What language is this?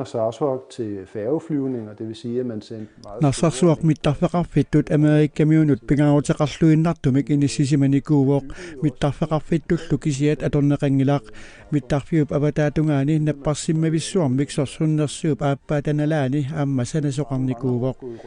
Kalaallisut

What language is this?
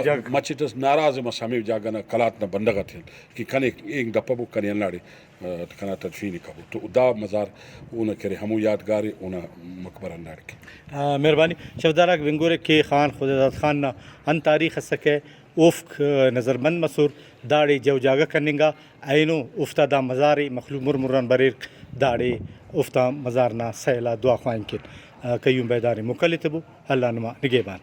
Brahui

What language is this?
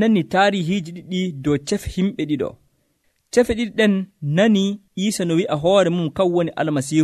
Nigerian Fulfulde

